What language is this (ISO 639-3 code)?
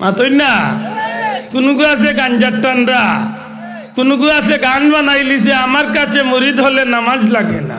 syl